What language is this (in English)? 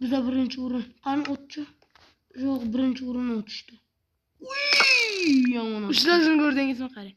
Uzbek